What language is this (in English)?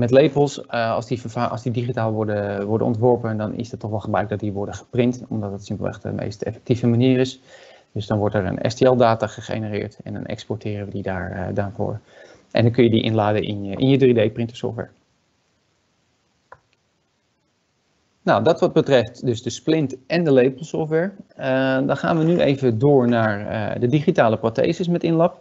Dutch